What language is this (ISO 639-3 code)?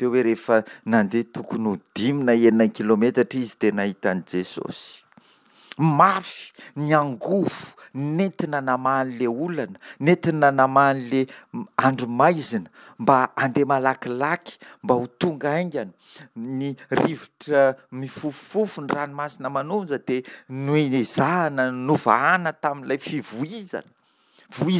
mlg